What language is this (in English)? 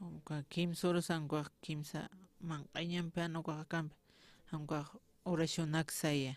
Aymara